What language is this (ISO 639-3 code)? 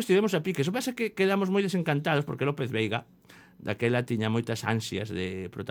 glg